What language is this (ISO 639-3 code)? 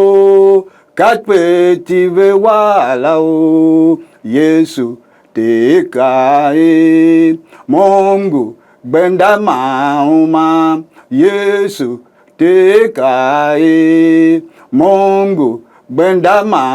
tiv